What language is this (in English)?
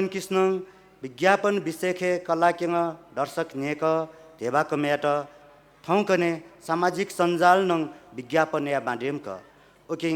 Newari